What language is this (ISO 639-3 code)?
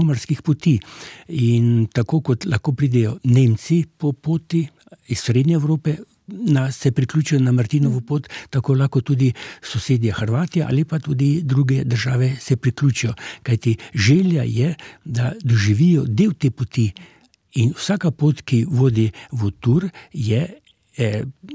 slv